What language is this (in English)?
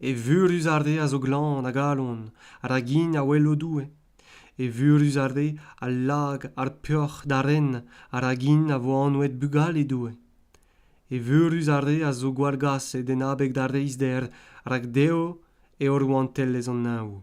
Breton